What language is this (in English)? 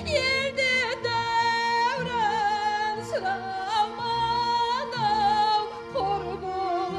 Kara-Kalpak